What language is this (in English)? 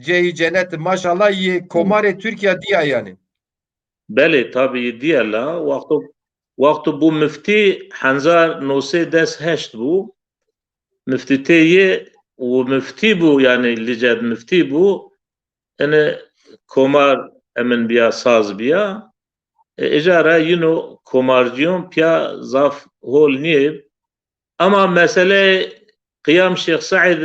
Zaza